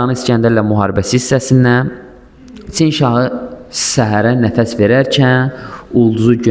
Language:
Azerbaijani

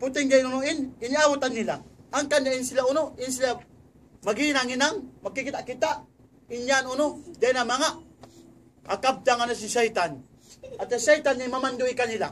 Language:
Tausug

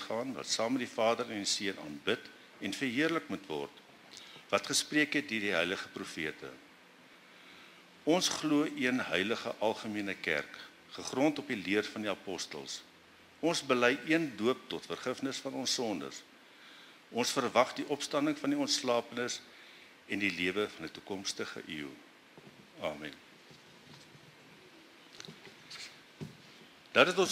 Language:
Afrikaans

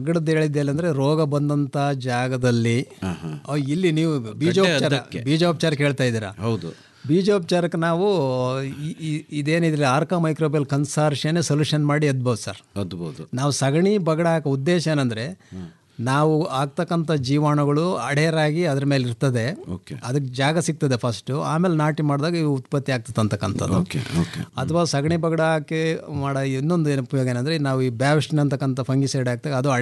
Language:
Kannada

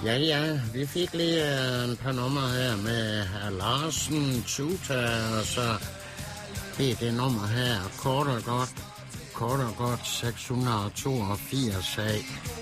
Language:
Danish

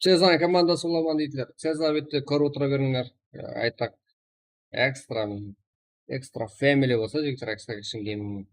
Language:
Kara-Kalpak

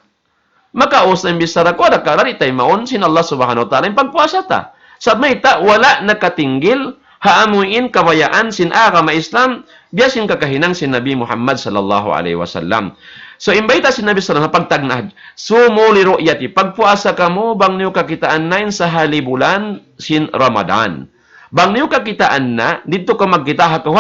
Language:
Tausug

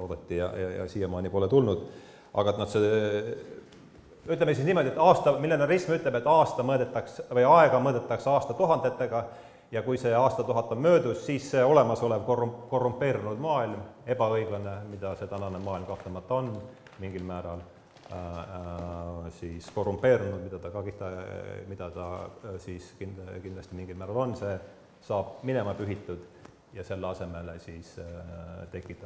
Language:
Estonian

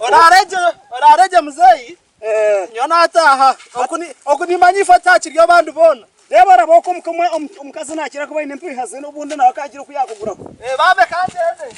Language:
Nyankole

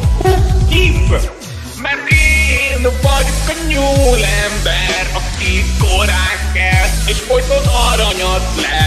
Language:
Hungarian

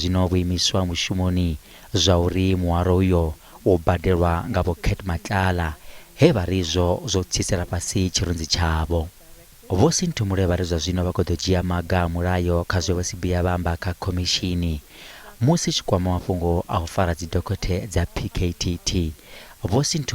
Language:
Venda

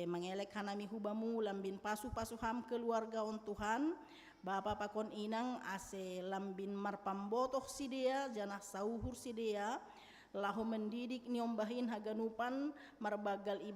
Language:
Batak Simalungun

